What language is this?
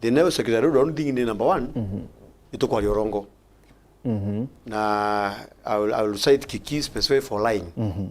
Meru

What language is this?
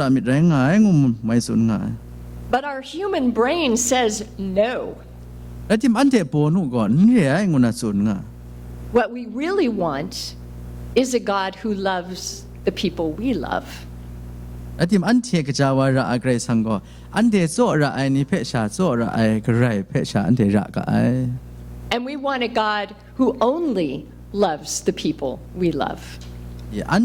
Kachin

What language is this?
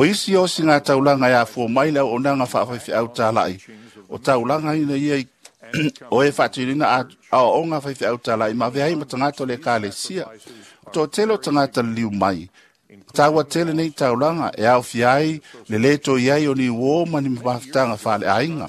Samoan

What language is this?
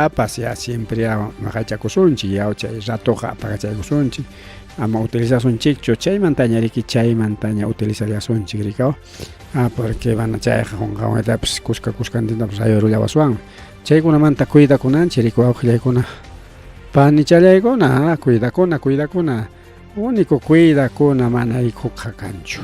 Ayacucho Quechua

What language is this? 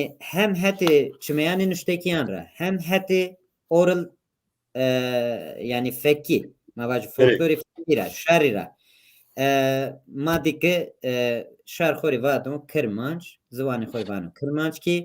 Zaza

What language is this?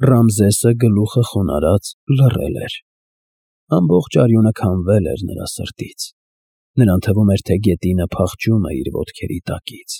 Armenian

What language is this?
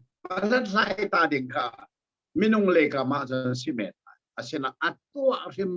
Hakha Chin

